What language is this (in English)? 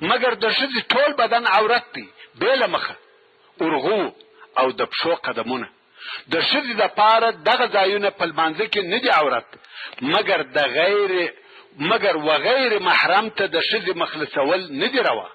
Pashto